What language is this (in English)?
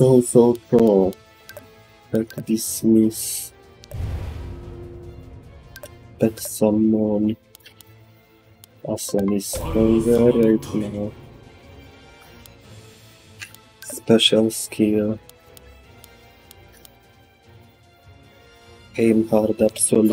Japanese